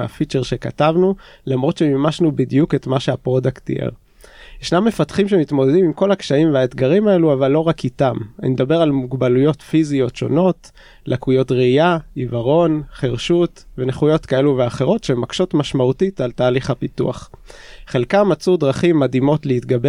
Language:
Hebrew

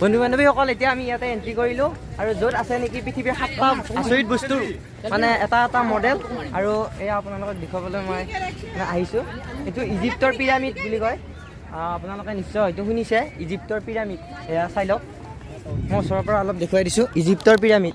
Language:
Assamese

